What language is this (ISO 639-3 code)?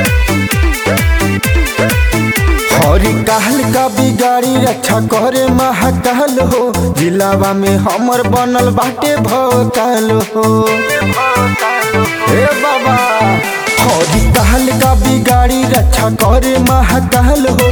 bho